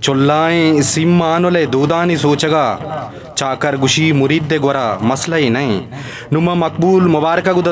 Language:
Eastern Balochi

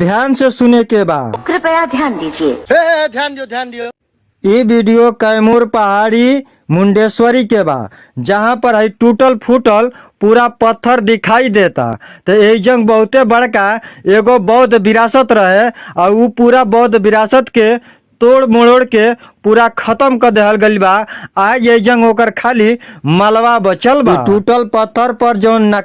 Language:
Bhojpuri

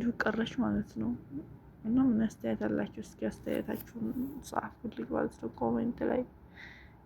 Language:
Amharic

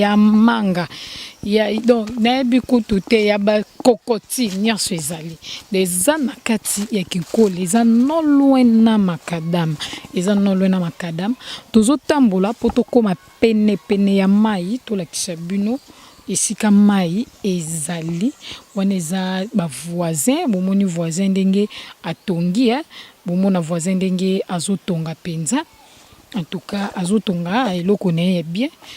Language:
Lingala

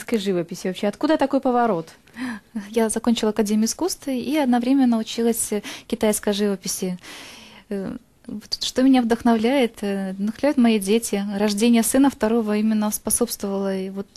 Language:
Russian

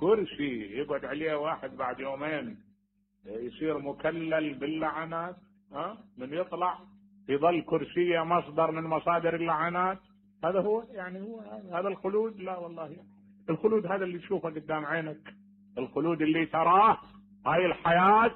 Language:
Mesopotamian Arabic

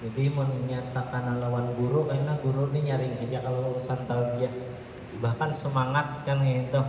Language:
Banjar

